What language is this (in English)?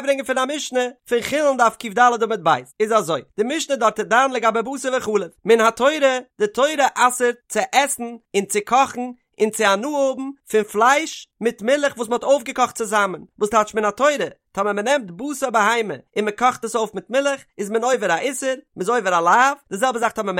Yiddish